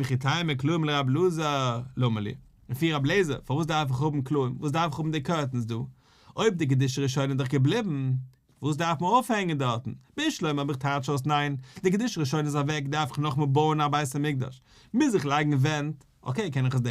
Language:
Yiddish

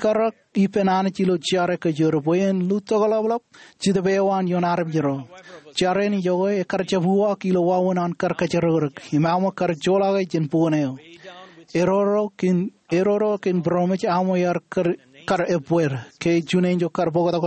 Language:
Marshallese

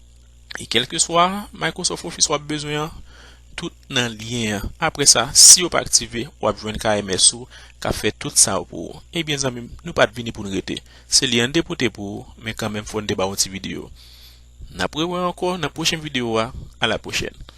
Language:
Haitian Creole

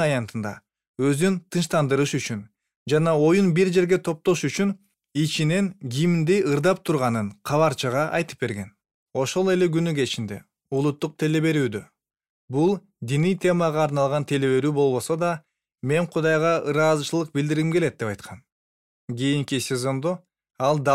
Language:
Kyrgyz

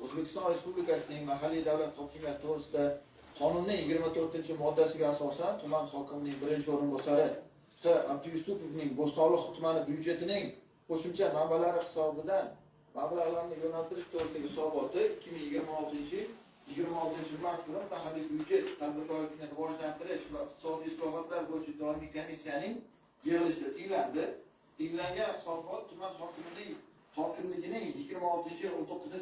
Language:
Uzbek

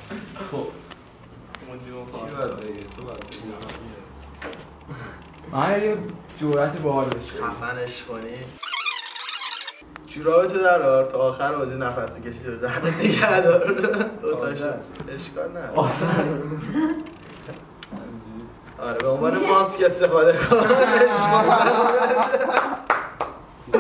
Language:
Persian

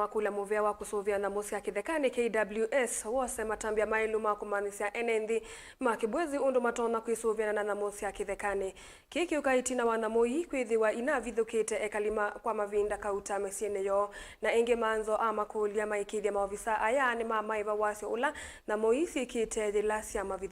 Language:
Kamba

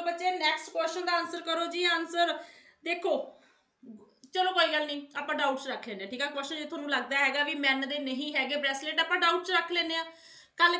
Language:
Punjabi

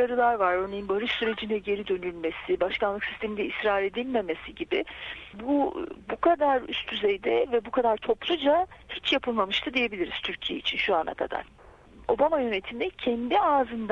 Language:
Turkish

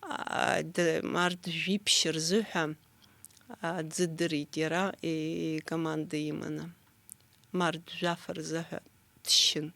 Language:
Abkhazian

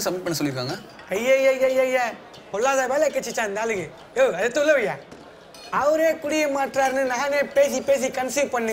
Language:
Tamil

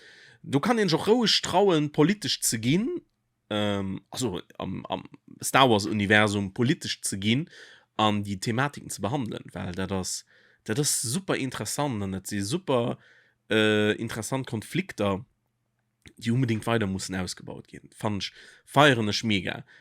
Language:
Luxembourgish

